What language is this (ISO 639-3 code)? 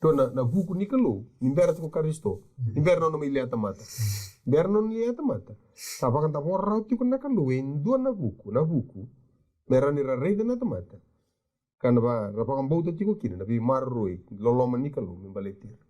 fij